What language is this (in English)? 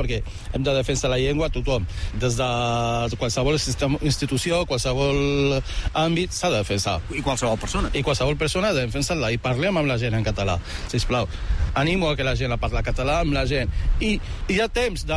Catalan